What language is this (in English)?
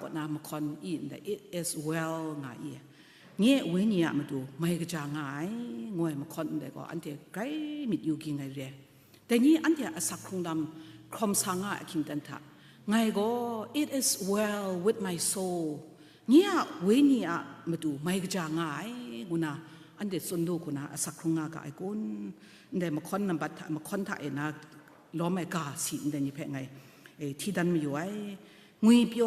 Kachin